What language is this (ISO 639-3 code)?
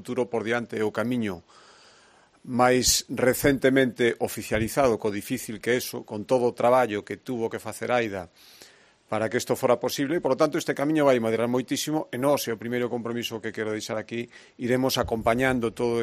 glg